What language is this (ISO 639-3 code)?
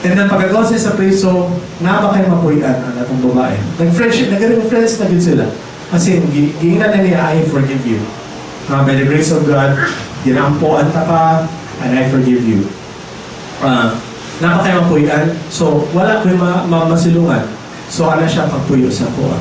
ceb